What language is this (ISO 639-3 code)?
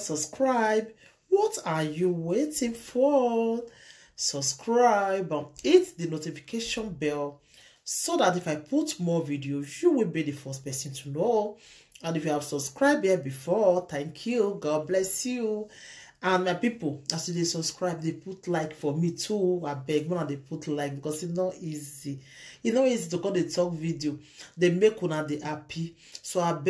pcm